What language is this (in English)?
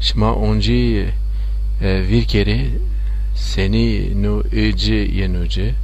Zaza